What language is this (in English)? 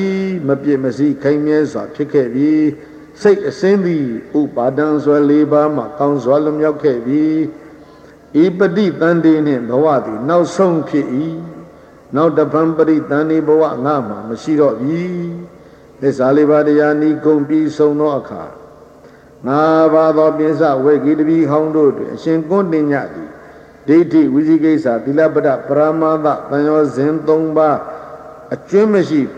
Burmese